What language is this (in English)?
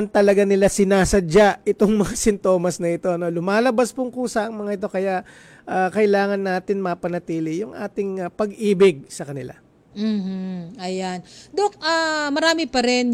Filipino